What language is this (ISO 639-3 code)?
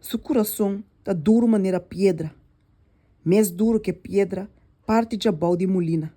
pap